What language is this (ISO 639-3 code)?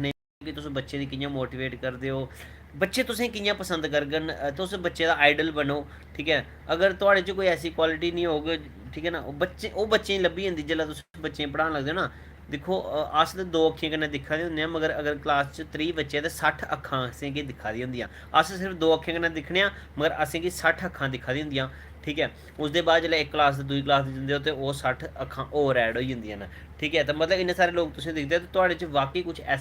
doi